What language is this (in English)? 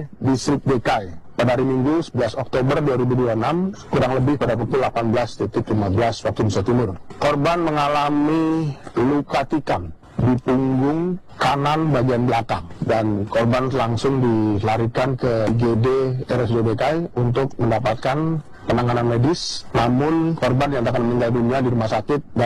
Indonesian